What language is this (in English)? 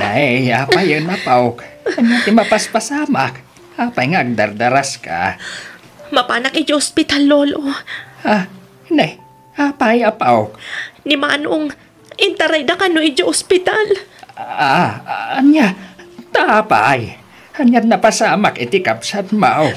Iloko